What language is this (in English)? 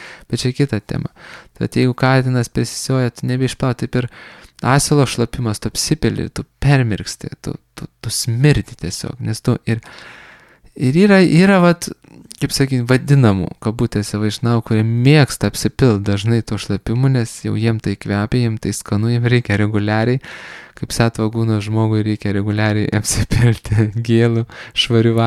Lithuanian